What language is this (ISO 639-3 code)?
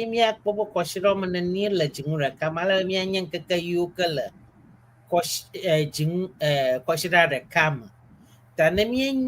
ewe